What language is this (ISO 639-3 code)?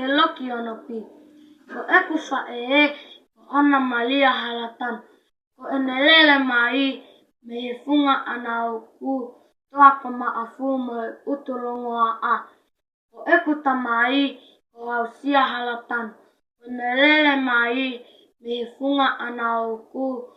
ton